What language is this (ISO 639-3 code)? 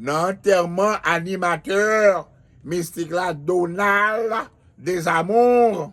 hat